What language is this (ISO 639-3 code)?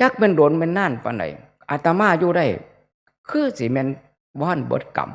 tts